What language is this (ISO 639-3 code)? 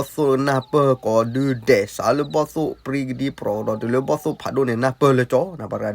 ksw